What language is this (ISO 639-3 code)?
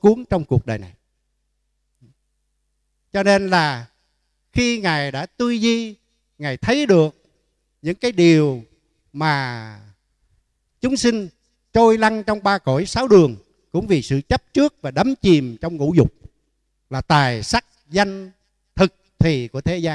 vie